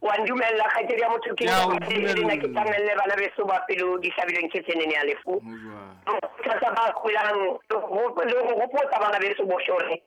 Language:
Southern Sotho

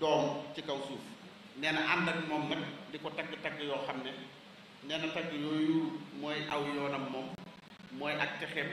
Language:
Wolof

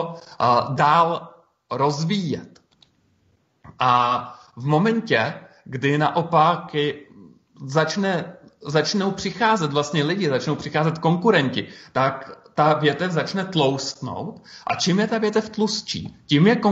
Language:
Czech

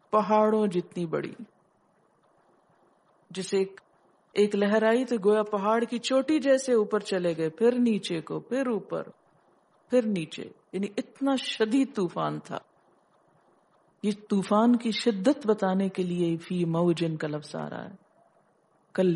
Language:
Urdu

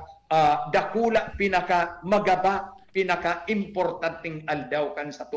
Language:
Bikol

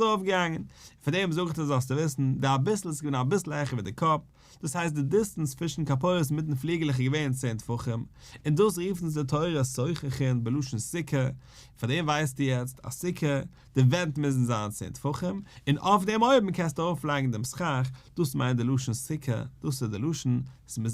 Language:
Yiddish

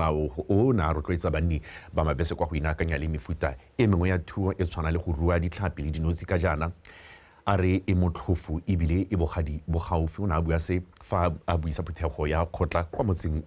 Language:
Tswana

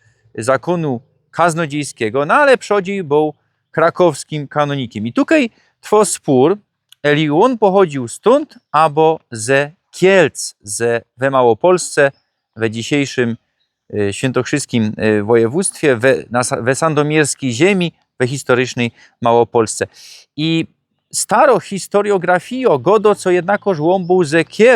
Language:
Silesian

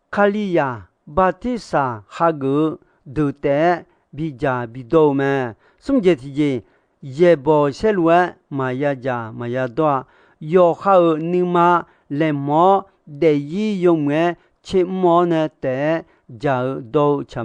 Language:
Akha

